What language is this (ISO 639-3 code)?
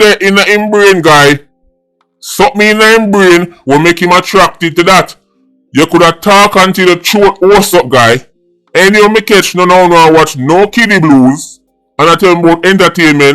jam